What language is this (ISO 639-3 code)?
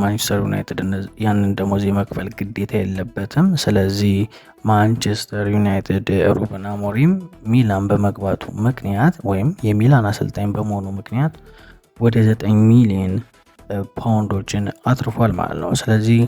amh